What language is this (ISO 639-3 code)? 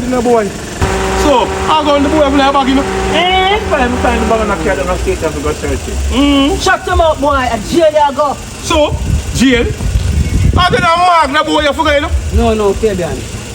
jam